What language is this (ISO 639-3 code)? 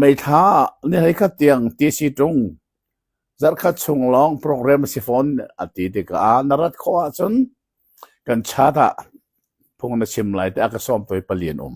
cnh